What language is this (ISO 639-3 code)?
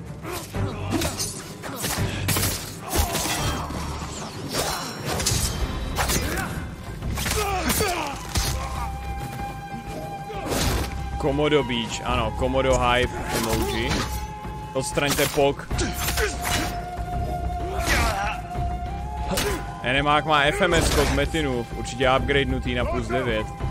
ces